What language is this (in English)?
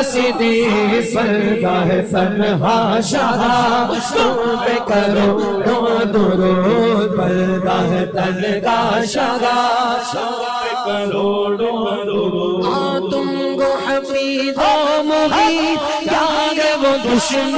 Urdu